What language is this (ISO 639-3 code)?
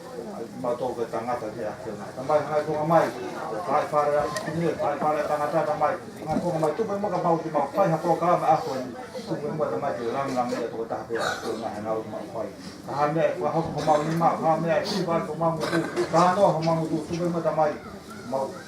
ton